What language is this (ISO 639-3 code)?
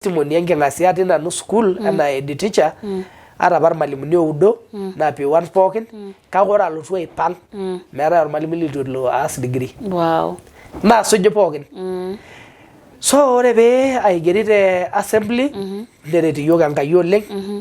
mas